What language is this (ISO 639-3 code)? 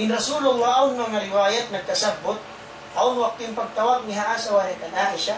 tsg